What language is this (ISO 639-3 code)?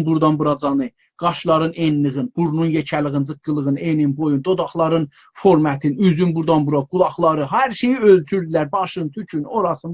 azb